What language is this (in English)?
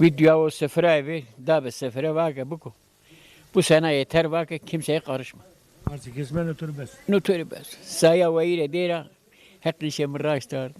Zaza